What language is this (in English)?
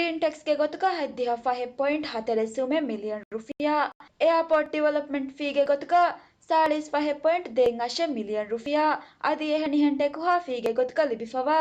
Divehi